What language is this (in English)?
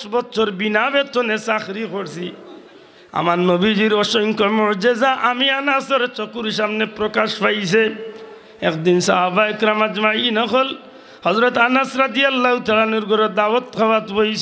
Sylheti